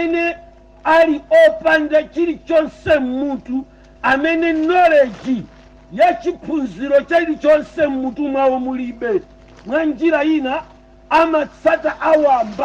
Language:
Nyanja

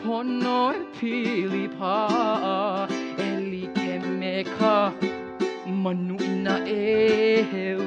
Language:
Hawaiian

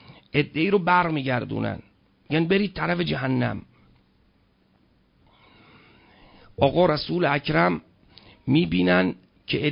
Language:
Persian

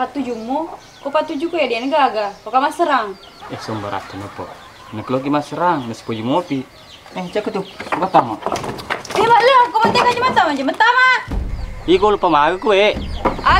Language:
Buginese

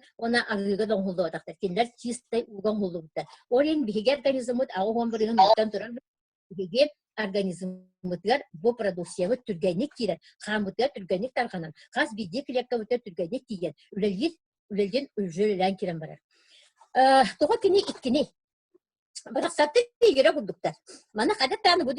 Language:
Yakut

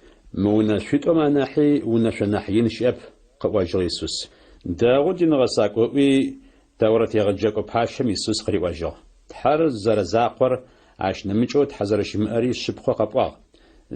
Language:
Adyghe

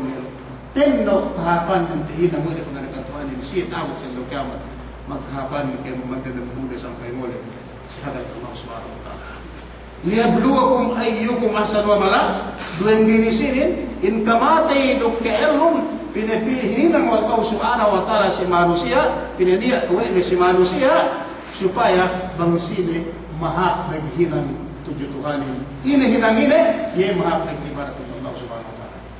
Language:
Yakan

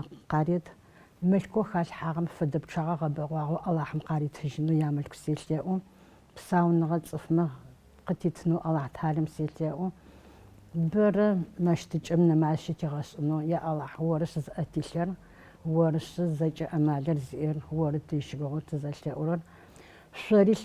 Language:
Adyghe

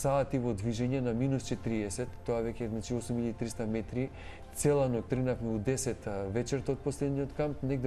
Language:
Macedonian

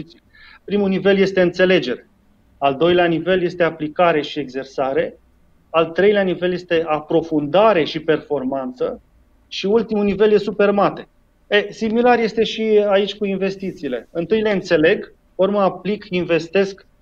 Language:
Romanian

